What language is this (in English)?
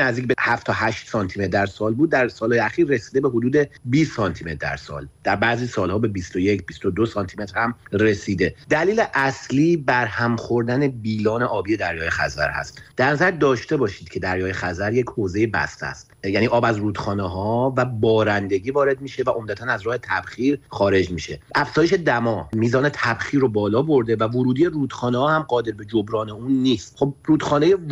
Persian